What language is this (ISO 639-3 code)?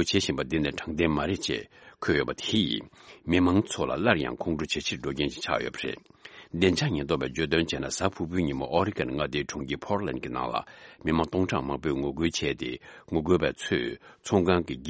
bod